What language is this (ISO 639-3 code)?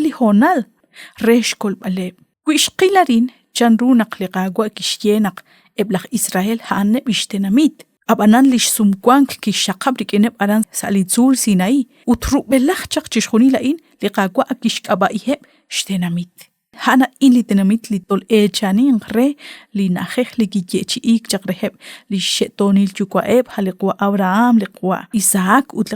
kek